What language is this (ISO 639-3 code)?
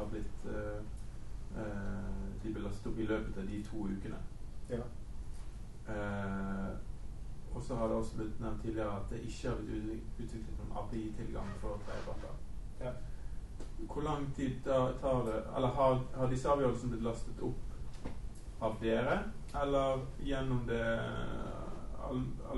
nor